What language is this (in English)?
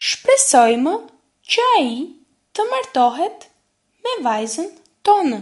Albanian